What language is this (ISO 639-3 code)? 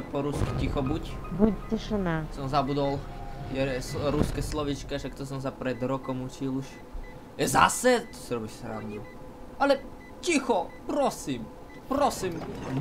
slk